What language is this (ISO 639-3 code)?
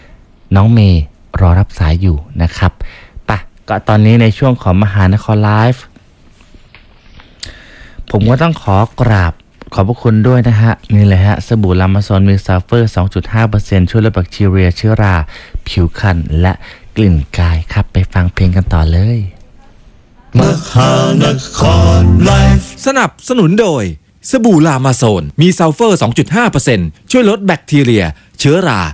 tha